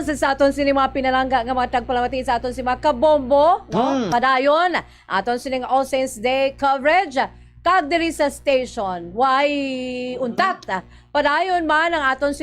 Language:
Hiligaynon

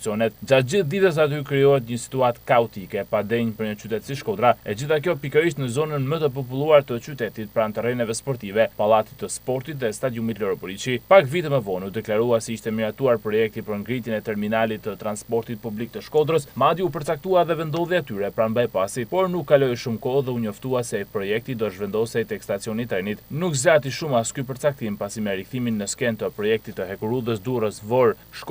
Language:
Albanian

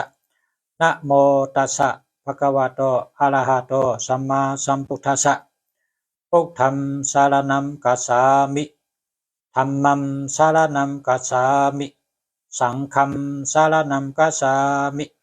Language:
Shan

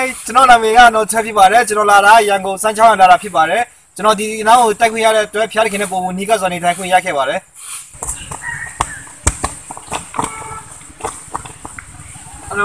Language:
Burmese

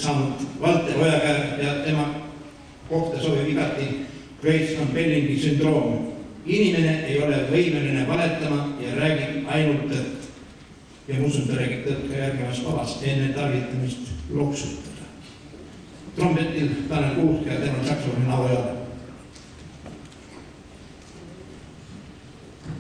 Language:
Estonian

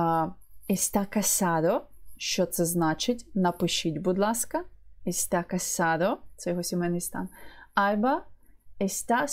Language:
Ukrainian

